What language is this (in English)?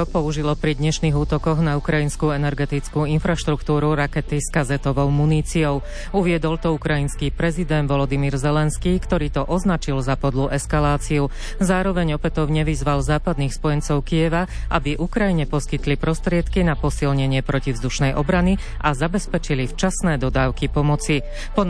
Slovak